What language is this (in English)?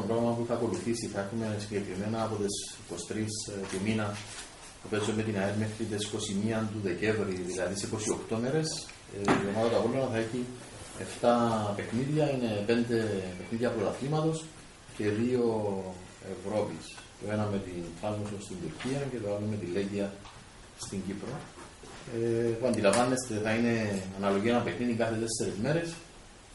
Greek